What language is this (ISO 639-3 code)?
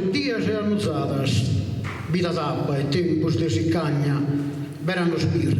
srd